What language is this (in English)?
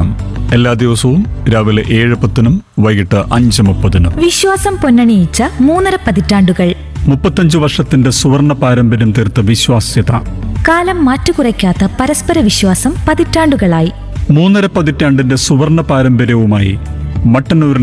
Malayalam